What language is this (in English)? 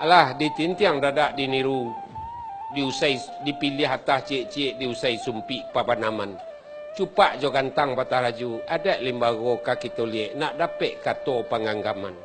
Minangkabau